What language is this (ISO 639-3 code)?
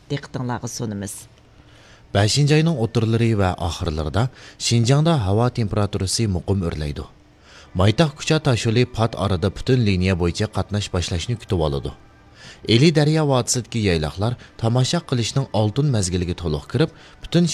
uig